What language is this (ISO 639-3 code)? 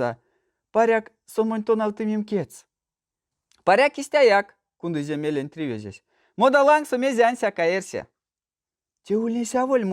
myv